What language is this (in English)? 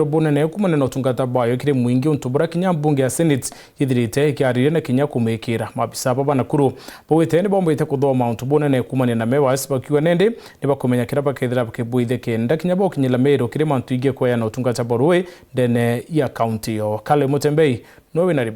Meru